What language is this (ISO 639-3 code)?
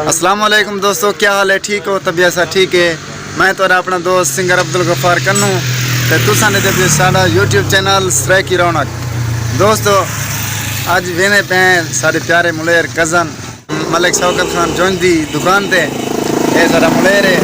skr